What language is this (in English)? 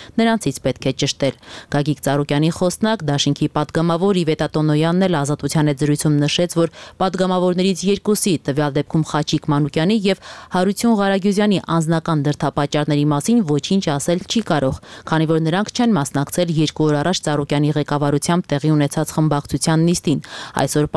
Armenian